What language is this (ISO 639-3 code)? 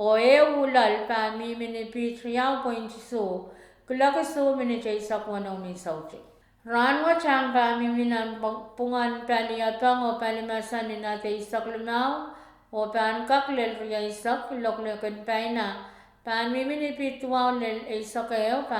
pon